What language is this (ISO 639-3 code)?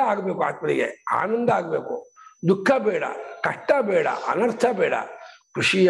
kan